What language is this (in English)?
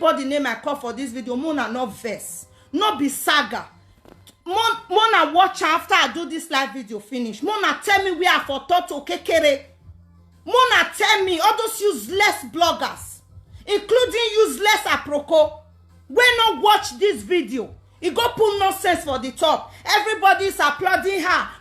Nigerian Pidgin